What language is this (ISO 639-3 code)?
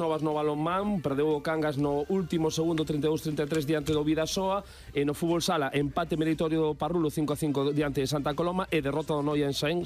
glg